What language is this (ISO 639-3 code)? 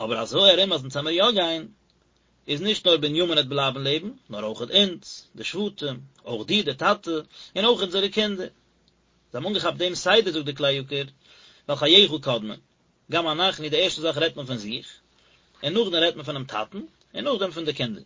yid